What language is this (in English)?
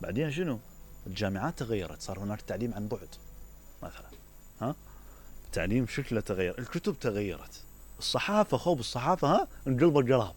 Mesopotamian Arabic